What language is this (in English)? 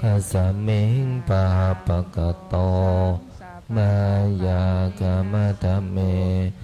Pali